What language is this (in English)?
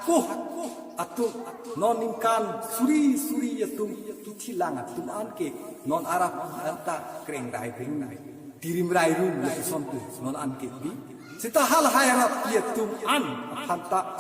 Karbi